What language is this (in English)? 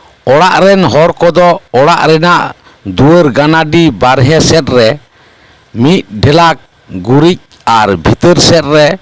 Santali